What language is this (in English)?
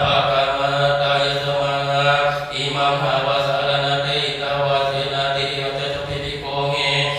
Pali